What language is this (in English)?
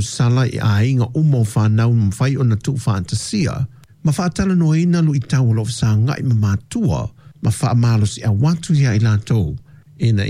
Samoan